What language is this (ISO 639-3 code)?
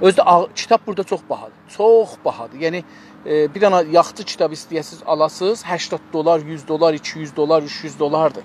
azb